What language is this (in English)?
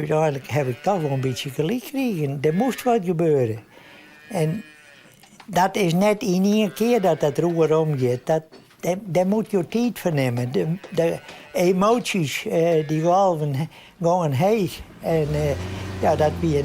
Western Frisian